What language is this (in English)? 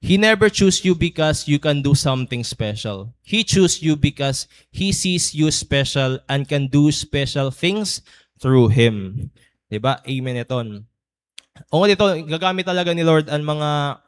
Waray